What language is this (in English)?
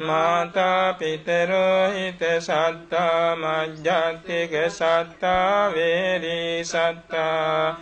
Pali